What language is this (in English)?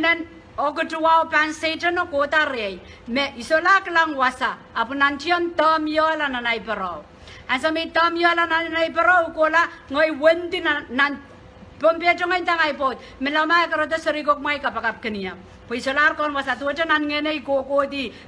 Pohnpeian